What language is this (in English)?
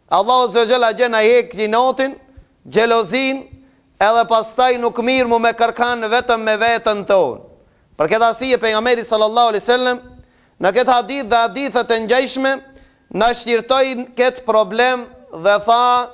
Albanian